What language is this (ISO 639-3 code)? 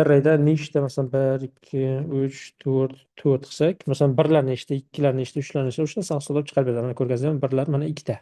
uzb